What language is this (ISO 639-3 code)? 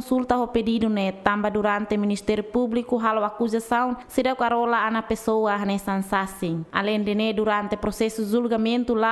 tet